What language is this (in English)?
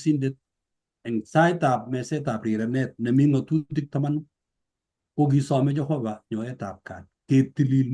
Kalenjin